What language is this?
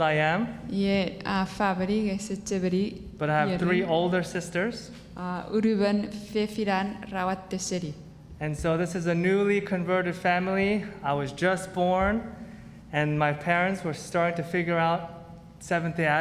Chuukese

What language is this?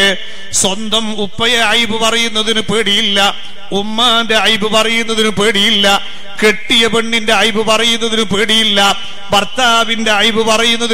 Malayalam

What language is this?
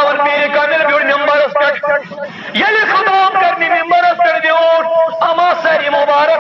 Kashmiri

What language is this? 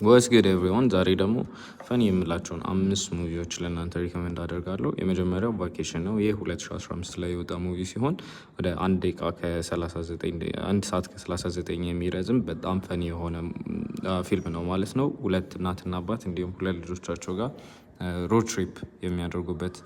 Amharic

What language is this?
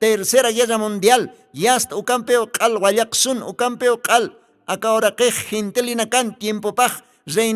Aymara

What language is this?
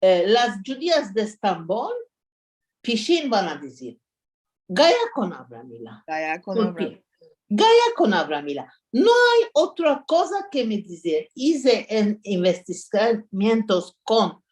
Ladino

